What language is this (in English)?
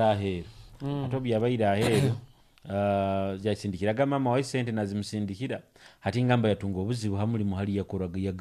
Nyoro